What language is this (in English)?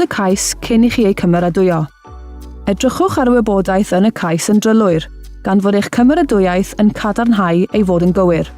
Welsh